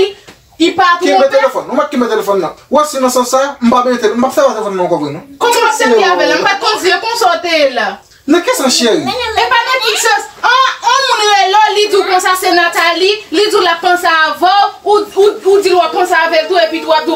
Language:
Haitian Creole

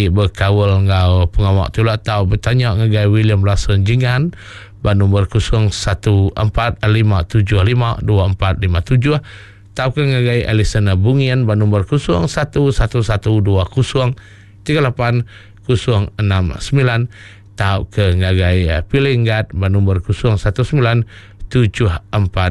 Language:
Iban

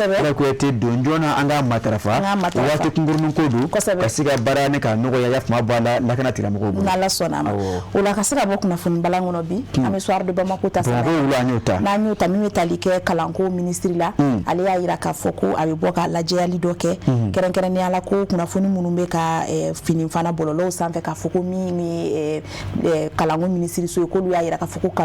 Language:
Bambara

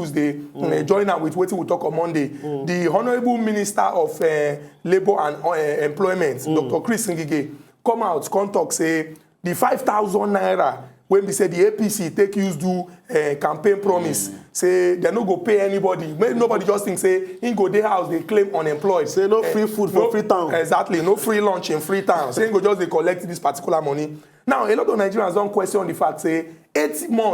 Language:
Nigerian Pidgin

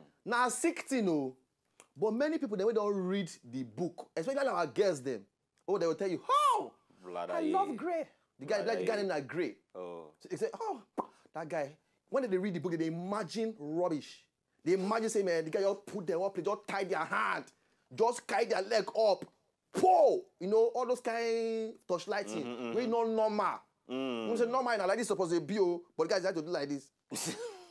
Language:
Nigerian Pidgin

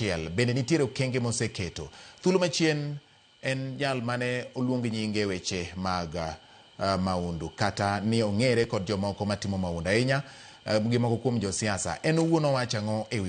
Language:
Luo (Kenya and Tanzania)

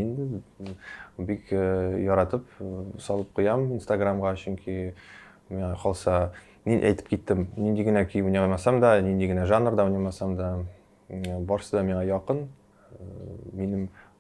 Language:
Tatar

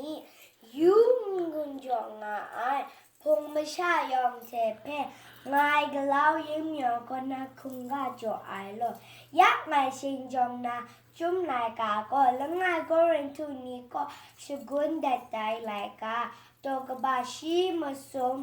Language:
Kachin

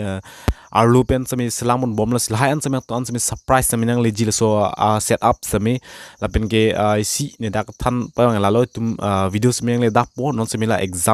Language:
Karbi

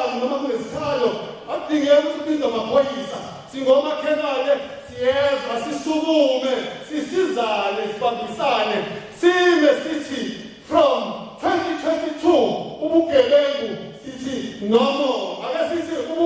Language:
Zulu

